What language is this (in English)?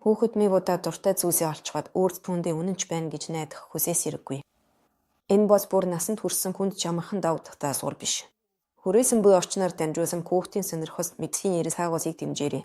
Mongolian